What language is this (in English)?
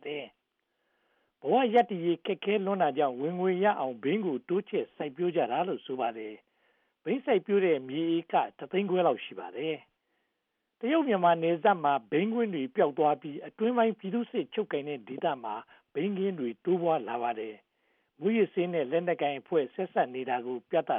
Burmese